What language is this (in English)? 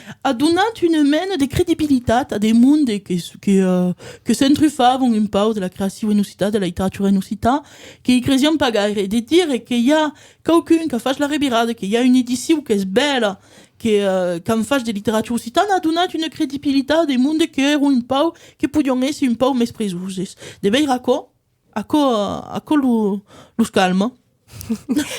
Occitan